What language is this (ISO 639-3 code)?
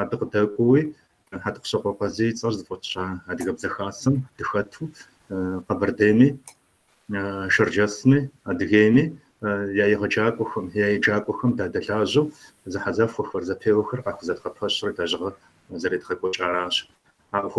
kbd